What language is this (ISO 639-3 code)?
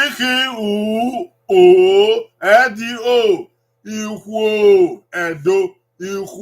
bin